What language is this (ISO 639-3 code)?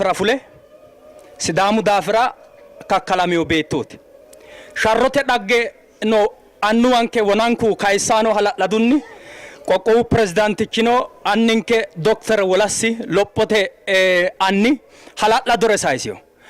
sid